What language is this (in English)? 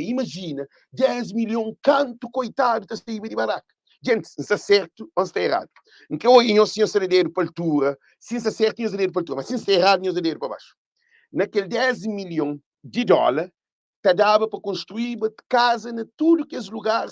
Kabuverdianu